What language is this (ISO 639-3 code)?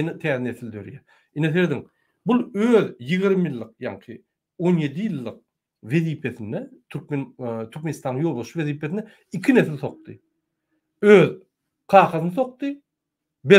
tuk